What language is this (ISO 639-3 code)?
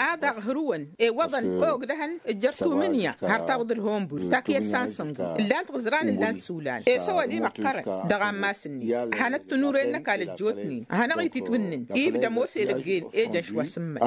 taq